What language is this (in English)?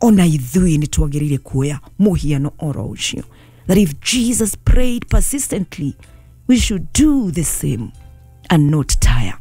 Kikuyu